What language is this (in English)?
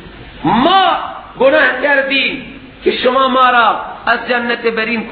Persian